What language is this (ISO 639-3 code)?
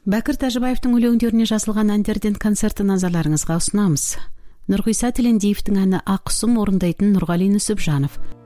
kaz